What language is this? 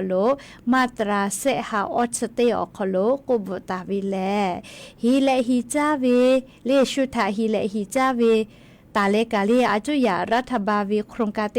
Lahu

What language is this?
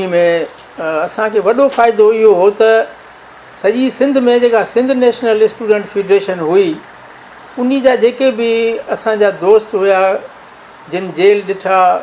Sindhi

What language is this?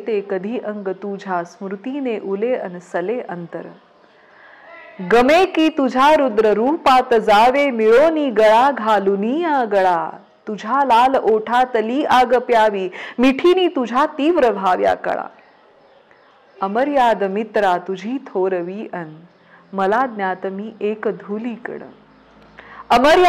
Marathi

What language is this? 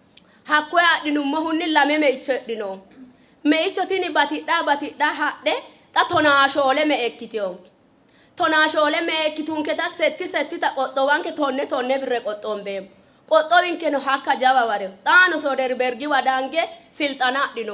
Sidamo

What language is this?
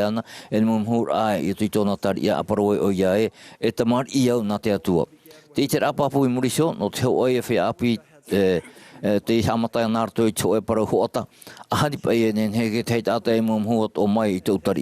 Tahitian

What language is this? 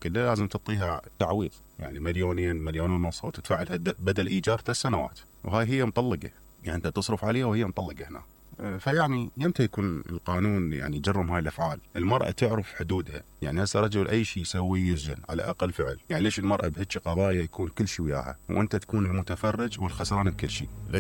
Mesopotamian Arabic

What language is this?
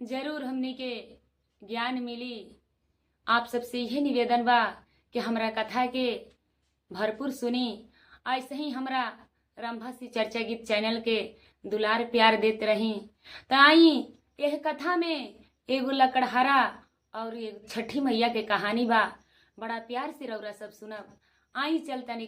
Bhojpuri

